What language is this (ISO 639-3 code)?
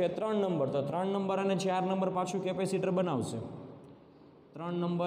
guj